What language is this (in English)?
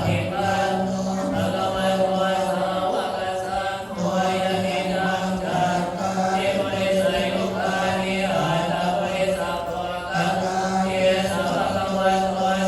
Pali